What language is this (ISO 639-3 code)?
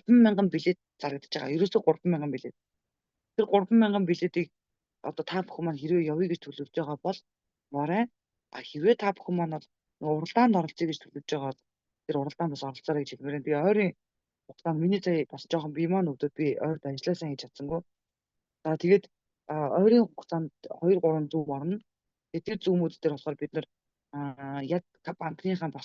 mon